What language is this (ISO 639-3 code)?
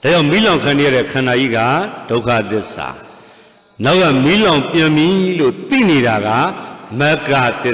mya